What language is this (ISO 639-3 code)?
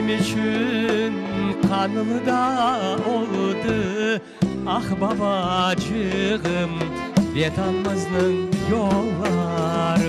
crh